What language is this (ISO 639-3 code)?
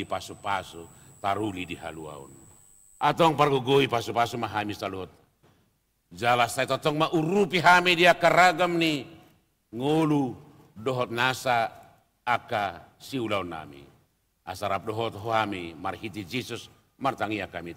bbc